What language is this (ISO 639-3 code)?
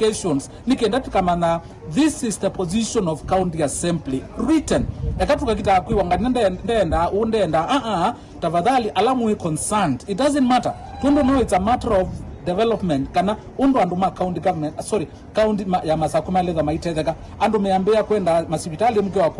kam